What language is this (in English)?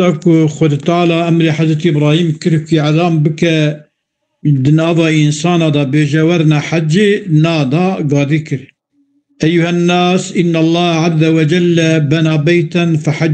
Kurdish